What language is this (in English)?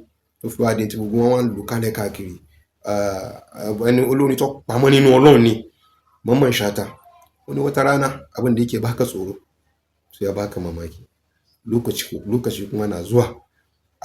Yoruba